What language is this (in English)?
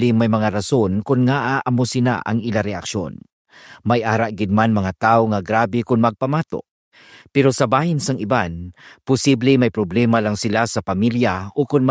Hiligaynon